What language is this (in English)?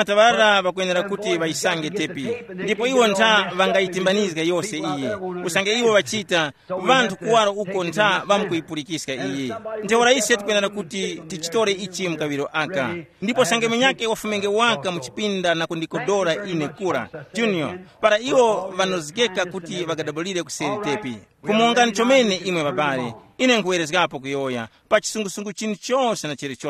Tumbuka